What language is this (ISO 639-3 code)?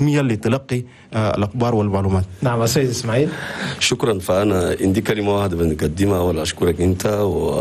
shu